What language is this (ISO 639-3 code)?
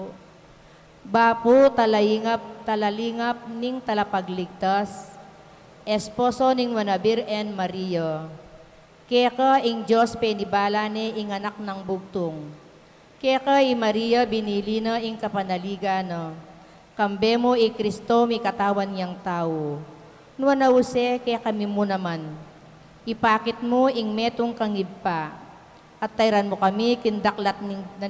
pam